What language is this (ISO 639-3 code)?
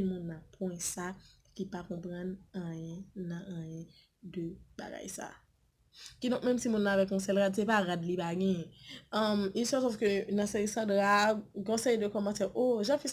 hat